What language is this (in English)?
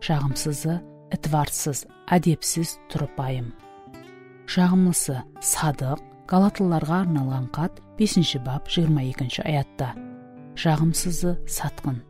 Kara-Kalpak